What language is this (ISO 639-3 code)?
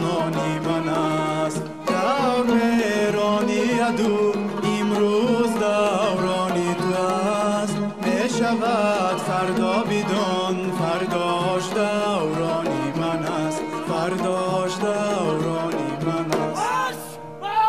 tgk